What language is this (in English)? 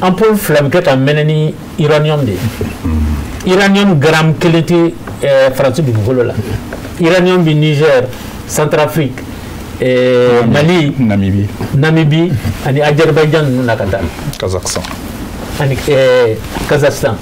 Bambara